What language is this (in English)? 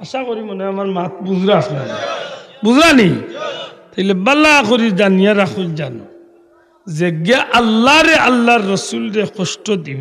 Sylheti